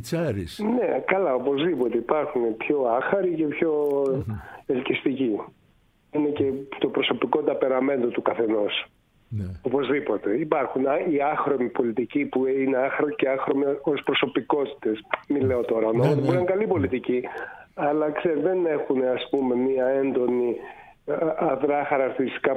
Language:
Greek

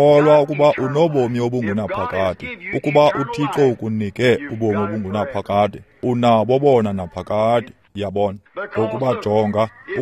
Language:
Xhosa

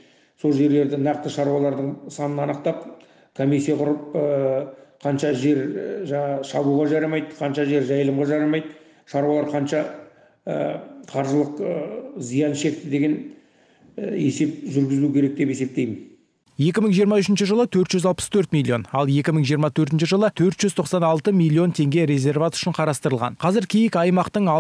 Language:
Kazakh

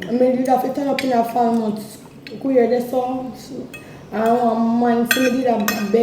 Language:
Jamaican Creole English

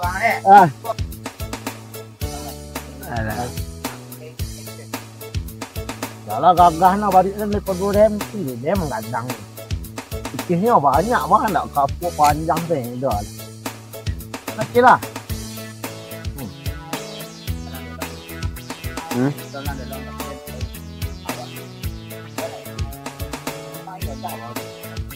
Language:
Minangkabau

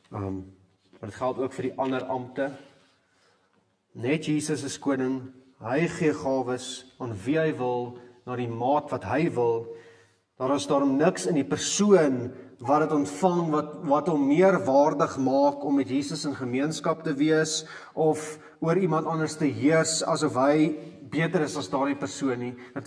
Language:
Afrikaans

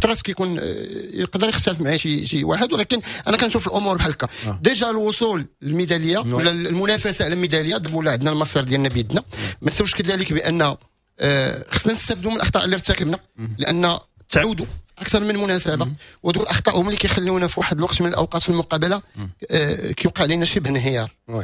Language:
Moroccan Arabic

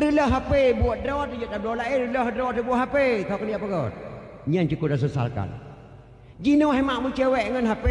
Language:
Achinese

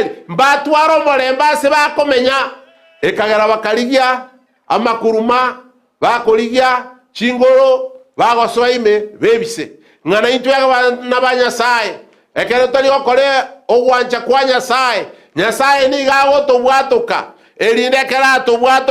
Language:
Gusii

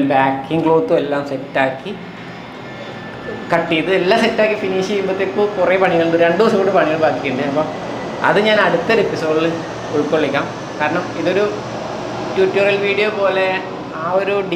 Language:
Malayalam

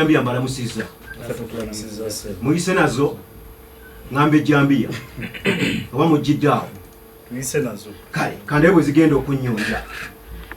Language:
Ganda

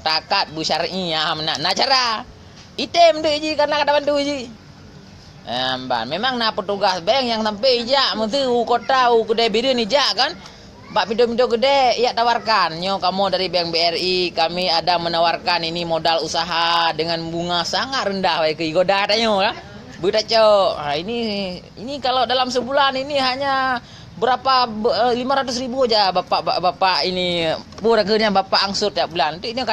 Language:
Achinese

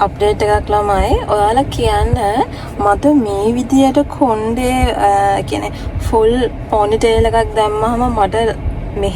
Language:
Sinhala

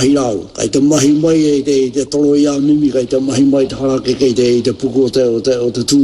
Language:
Māori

